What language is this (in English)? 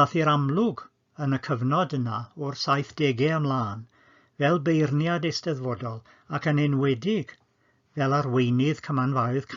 Welsh